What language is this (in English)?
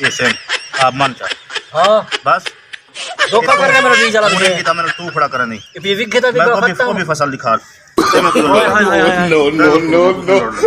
Saraiki